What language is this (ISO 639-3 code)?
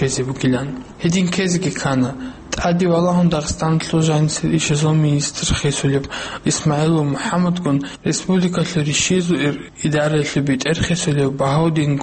ava